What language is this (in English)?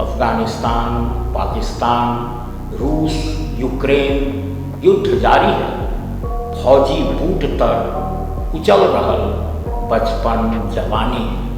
Magahi